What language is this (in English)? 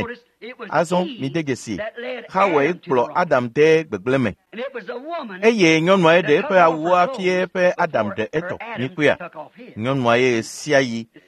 Ewe